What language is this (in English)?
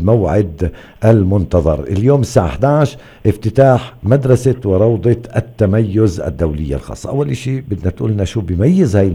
North Levantine Arabic